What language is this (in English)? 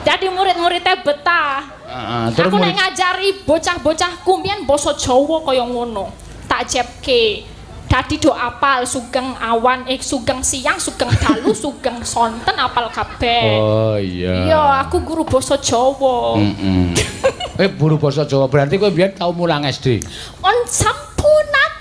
Javanese